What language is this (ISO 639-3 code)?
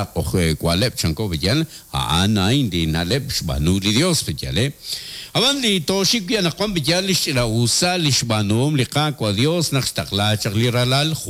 kek